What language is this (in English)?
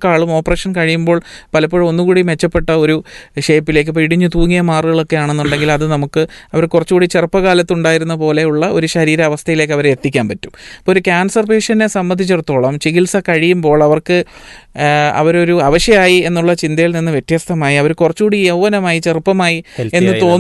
Malayalam